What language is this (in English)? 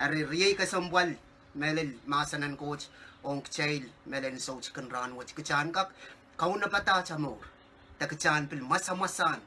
Pohnpeian